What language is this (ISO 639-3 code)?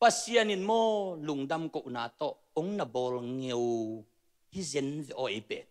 ctd